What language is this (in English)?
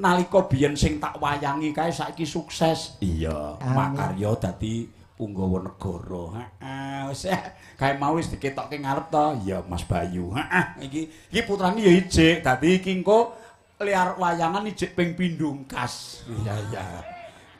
Javanese